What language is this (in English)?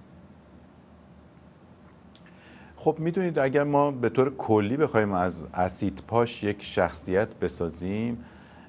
Persian